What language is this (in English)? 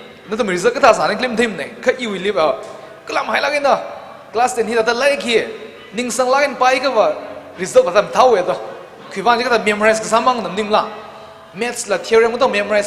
Tangkhul Naga (India)